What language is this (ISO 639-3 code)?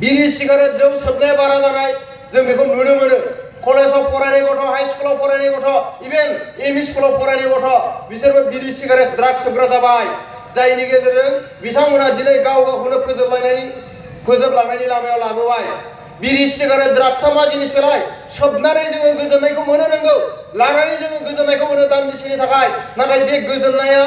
brx